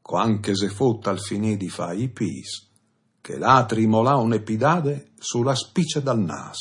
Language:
Friulian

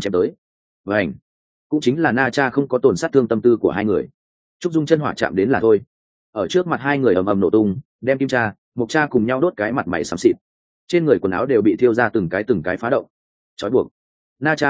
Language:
Vietnamese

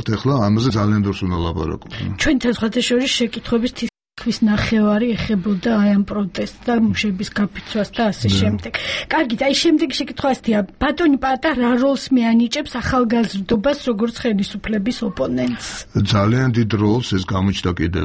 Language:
Georgian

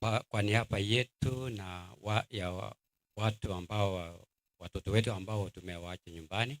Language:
Gusii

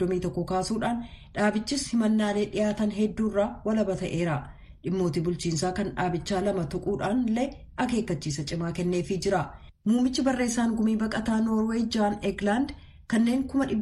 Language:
Oromo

